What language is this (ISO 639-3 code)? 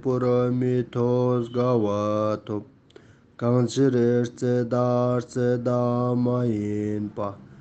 lbj